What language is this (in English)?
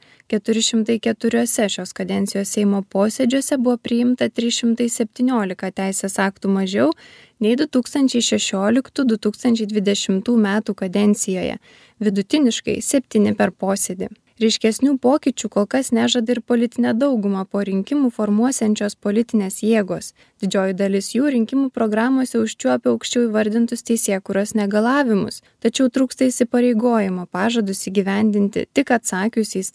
Lithuanian